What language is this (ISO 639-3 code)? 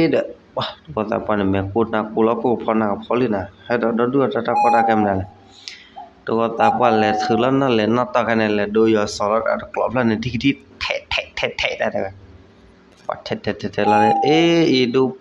ksw